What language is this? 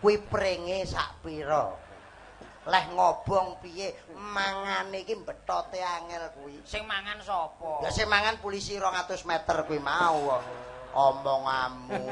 Javanese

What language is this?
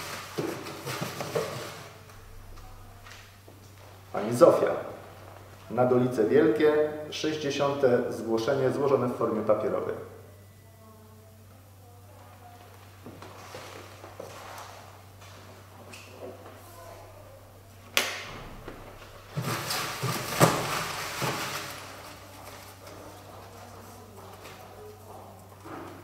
Polish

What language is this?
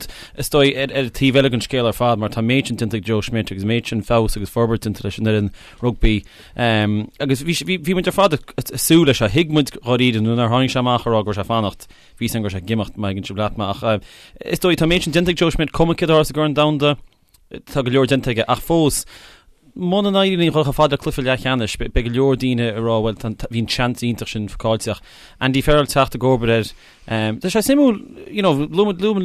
Irish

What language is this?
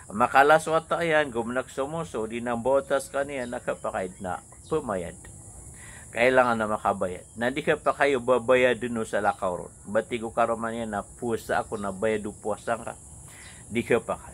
Maranao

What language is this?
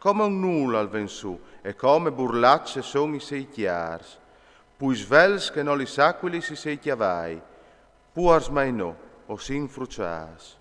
Friulian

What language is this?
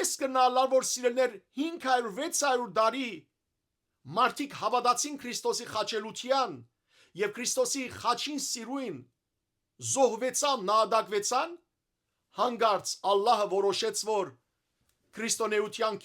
Western Armenian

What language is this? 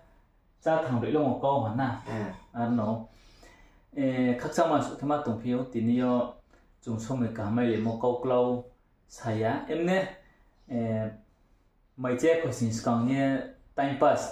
Riang (India)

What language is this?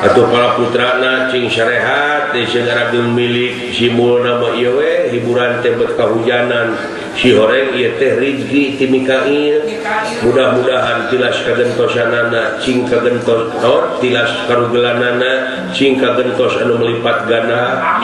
Sundanese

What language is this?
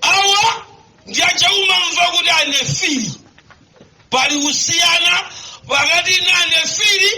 Nyanja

